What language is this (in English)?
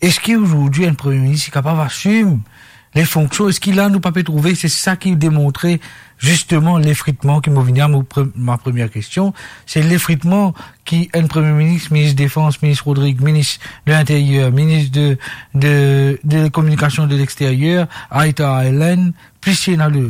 Morisyen